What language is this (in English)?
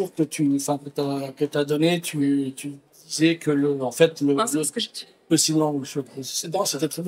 French